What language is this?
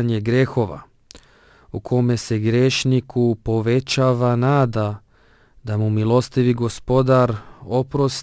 Bosnian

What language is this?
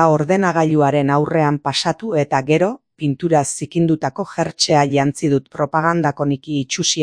Basque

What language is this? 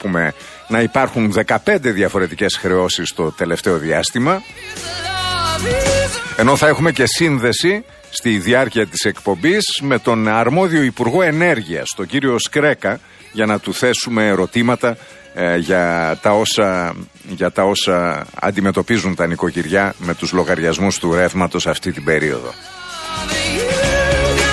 Greek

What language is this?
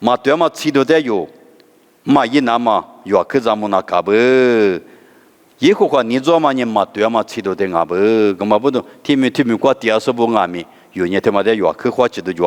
Lisu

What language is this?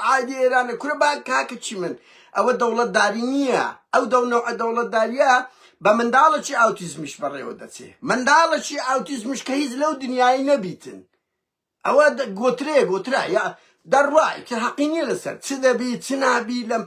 Central Kurdish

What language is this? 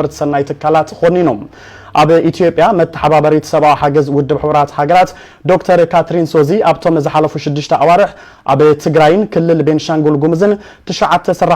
Tigrinya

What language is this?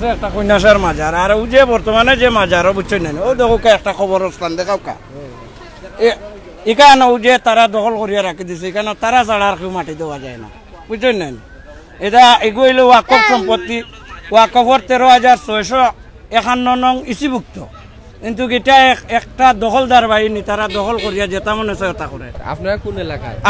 Sylheti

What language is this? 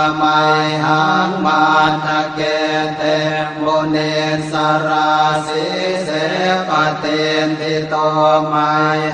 Pali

